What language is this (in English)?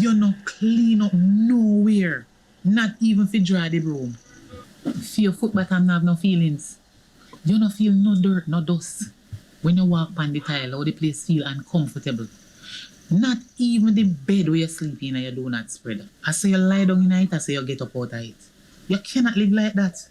Jamaican Creole English